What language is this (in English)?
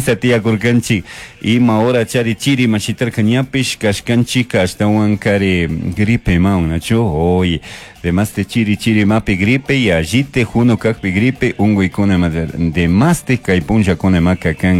Chimborazo Highland Quichua